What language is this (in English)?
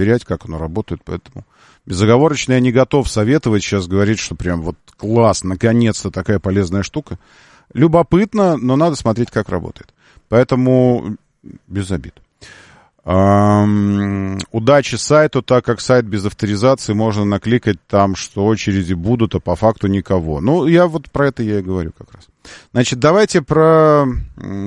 Russian